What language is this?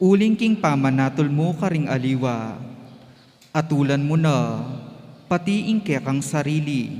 Pampanga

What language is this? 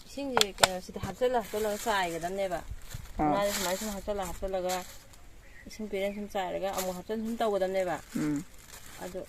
Manipuri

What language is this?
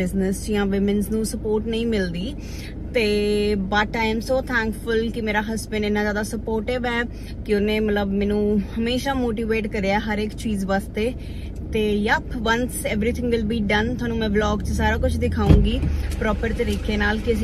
Punjabi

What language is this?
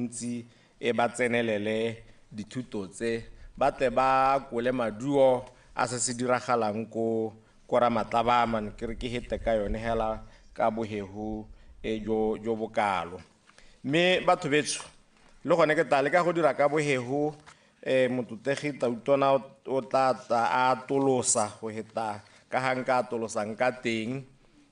Tswana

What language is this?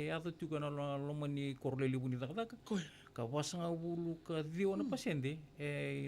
Fijian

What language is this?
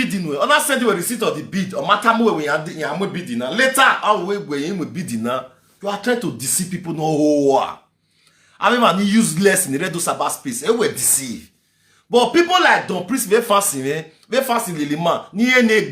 Nigerian Pidgin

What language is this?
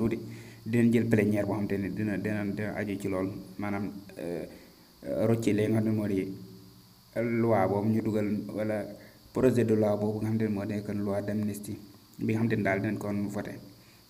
Wolof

